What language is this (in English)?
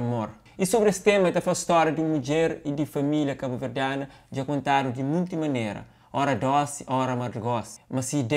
Kabuverdianu